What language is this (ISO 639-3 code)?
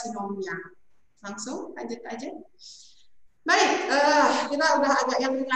ind